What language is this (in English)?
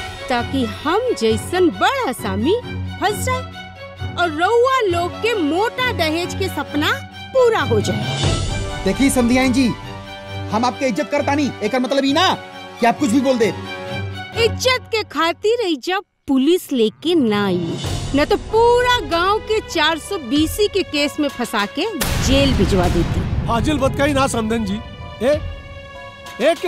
Bhojpuri